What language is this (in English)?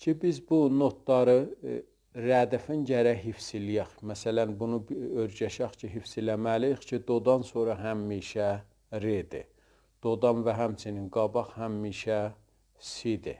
South Azerbaijani